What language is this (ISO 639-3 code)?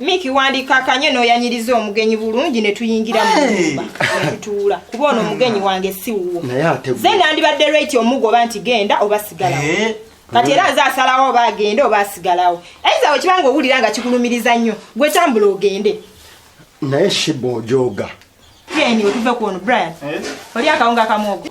lug